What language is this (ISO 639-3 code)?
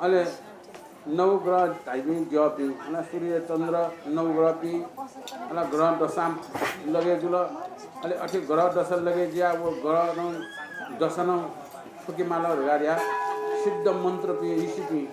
new